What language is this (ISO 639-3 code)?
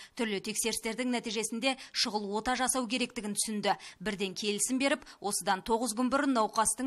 kaz